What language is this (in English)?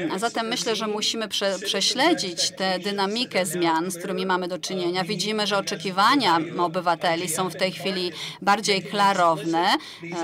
Polish